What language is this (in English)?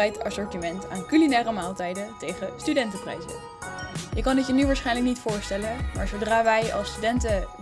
Dutch